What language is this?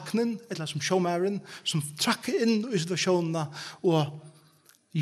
Faroese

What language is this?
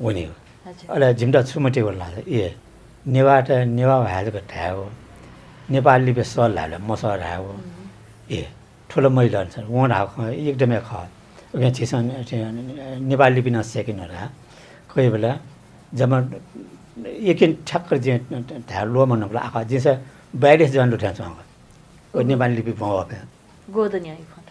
Newari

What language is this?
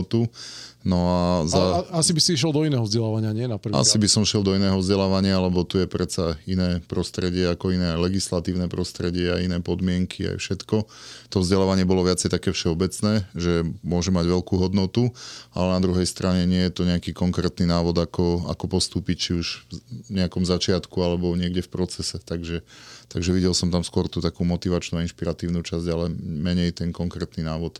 Slovak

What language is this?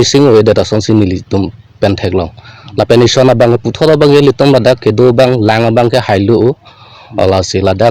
Karbi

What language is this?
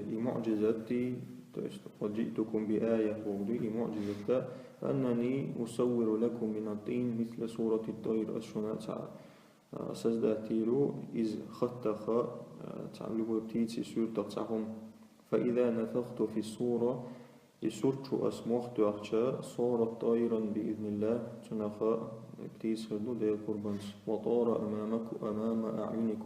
Chechen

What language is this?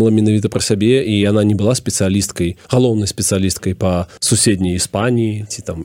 Belarusian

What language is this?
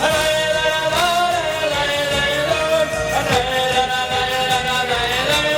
Chuvash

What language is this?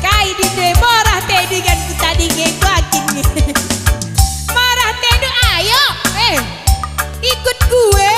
Batak Karo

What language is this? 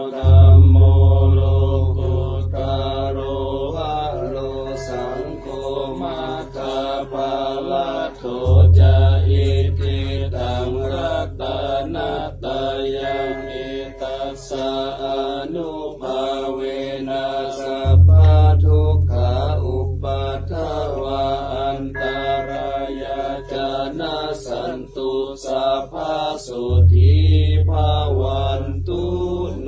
Pali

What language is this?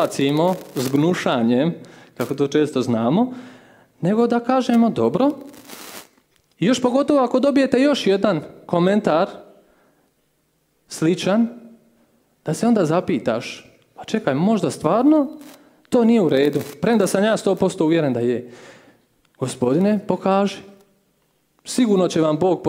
Croatian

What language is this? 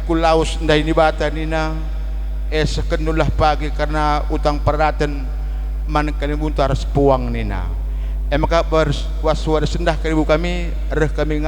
Batak Karo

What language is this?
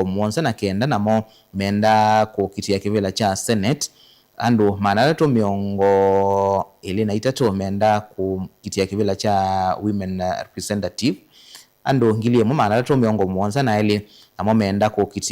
Kamba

